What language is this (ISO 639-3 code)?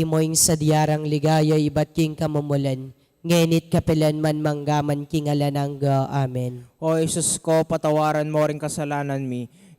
pam